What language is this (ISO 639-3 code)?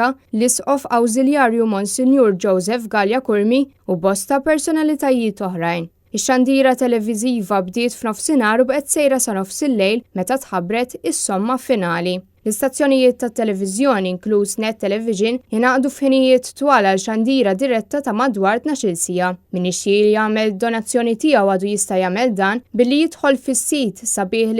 mlt